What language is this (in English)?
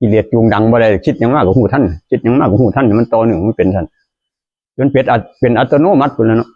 Northeastern Thai